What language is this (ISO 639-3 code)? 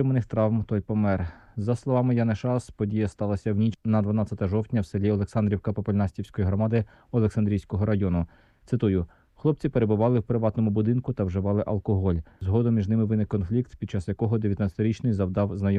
ukr